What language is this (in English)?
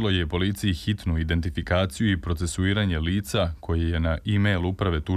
Serbian